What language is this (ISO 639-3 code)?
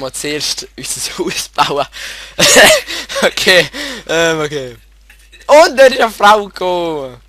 gsw